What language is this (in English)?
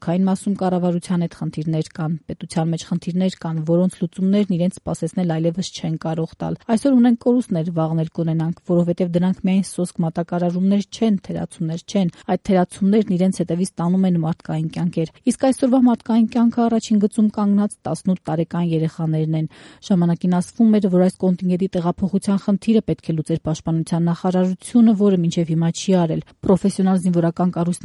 Armenian